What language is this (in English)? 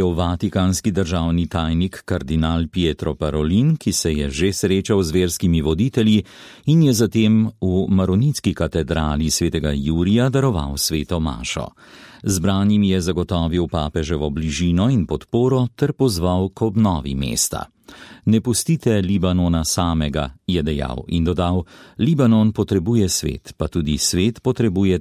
Slovenian